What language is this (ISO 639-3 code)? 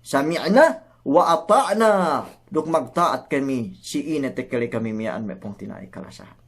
yka